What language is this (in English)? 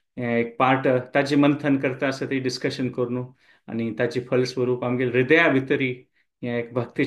Konkani